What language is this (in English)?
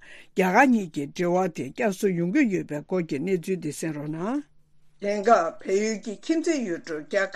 Tibetan